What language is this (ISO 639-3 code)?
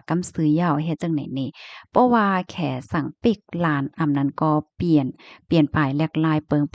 shn